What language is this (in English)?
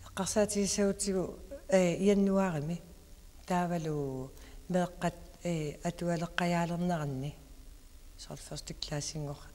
Kalaallisut